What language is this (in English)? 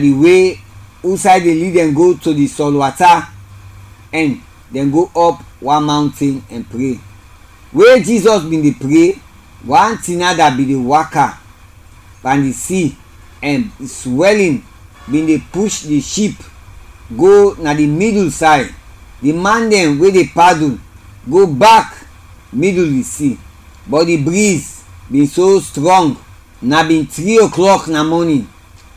Krio